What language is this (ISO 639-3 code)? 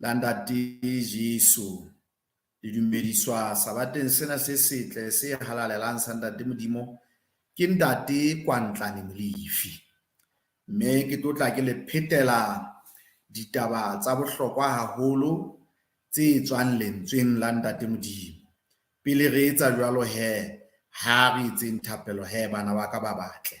sot